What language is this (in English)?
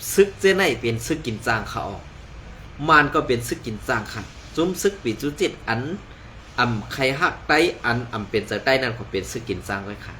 Shan